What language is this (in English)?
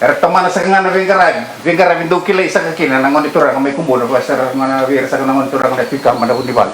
Fijian